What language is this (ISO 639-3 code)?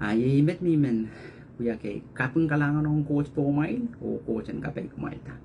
pon